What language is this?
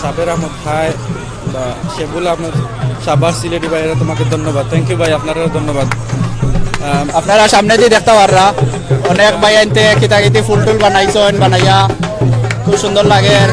Sylheti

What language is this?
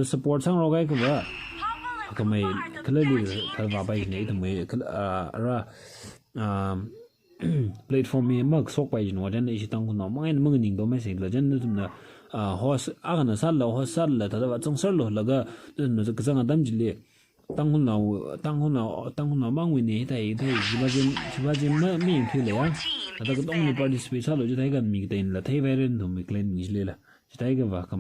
Tangkhul Naga (India)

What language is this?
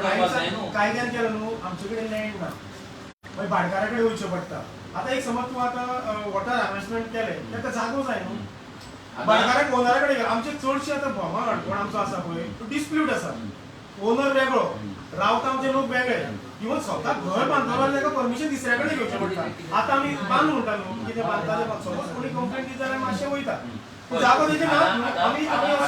Konkani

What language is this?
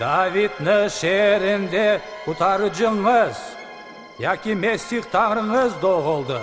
Crimean Tatar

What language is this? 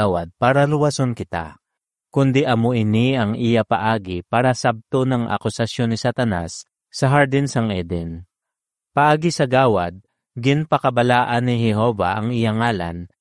Hiligaynon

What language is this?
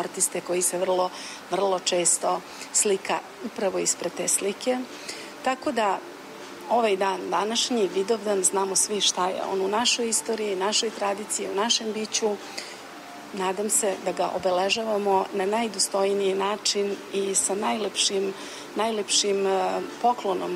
Serbian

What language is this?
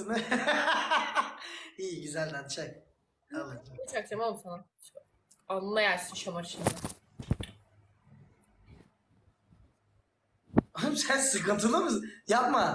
Turkish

